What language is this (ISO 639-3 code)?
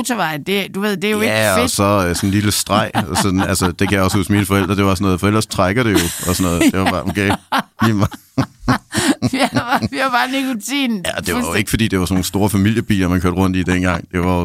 dan